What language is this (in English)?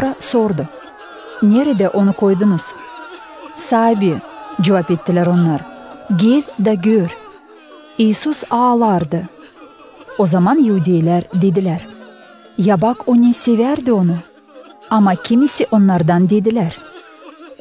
Gagauz